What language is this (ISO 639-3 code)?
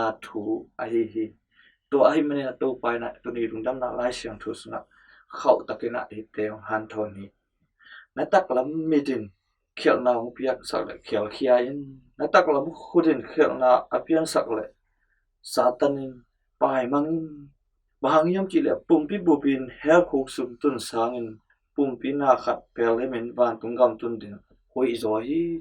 ctd